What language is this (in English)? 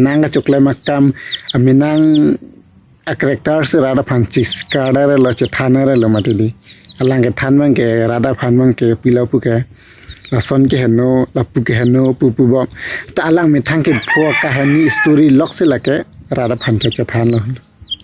Karbi